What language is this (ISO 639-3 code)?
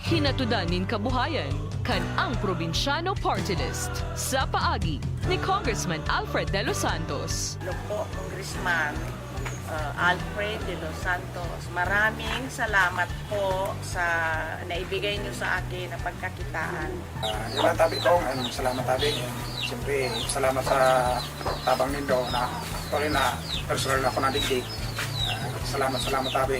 bik